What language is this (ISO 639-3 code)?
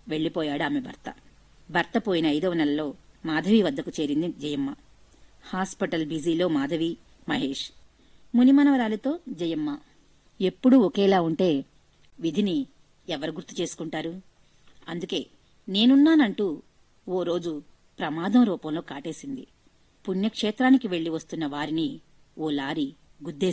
tel